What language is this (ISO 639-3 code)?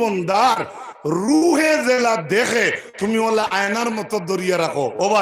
syl